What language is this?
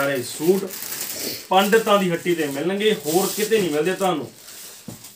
Punjabi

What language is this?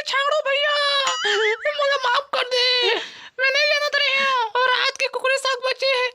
Chhattisgarhi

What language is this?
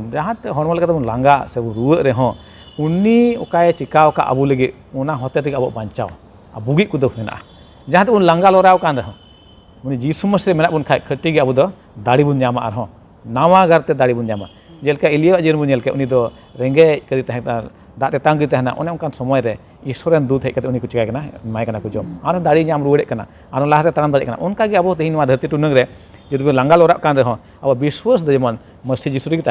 Santali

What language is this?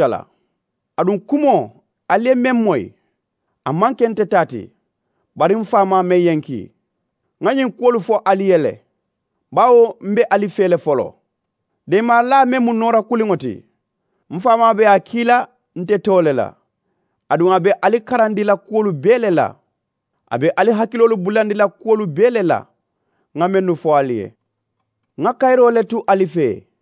Mandingo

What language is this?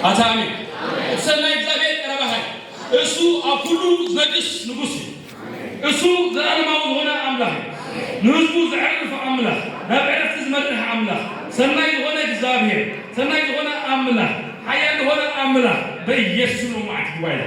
Tigrinya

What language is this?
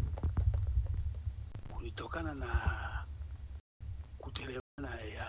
Swahili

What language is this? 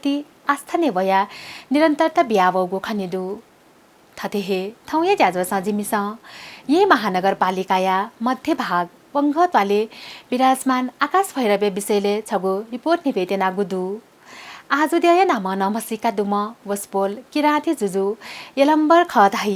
Newari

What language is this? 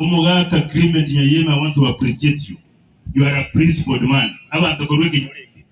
Gusii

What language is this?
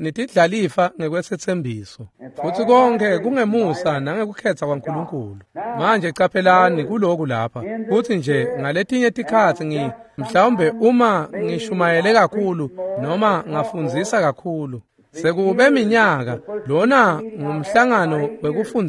Swati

